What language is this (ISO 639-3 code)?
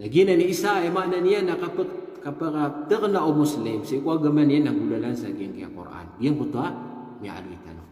mrw